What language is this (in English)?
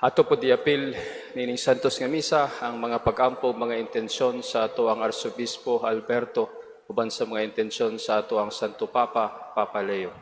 Cebuano